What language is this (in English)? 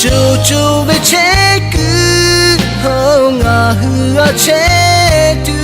Lahu